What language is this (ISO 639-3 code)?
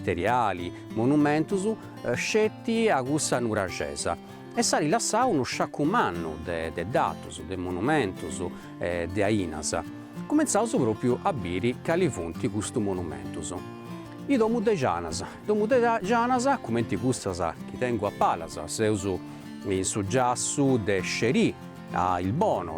srd